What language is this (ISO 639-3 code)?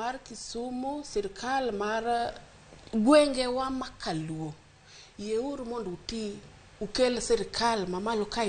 luo